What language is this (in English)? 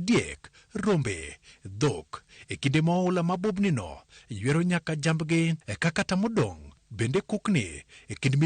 Luo (Kenya and Tanzania)